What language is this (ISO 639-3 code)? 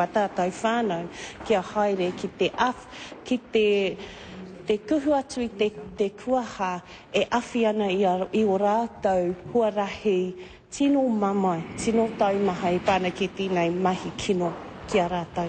mri